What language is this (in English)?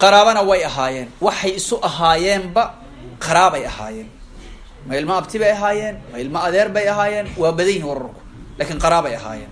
Somali